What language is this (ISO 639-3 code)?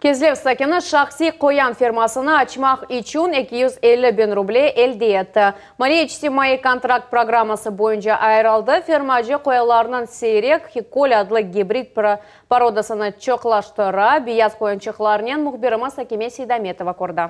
crh